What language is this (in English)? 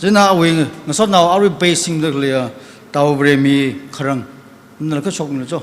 Tangkhul Naga (India)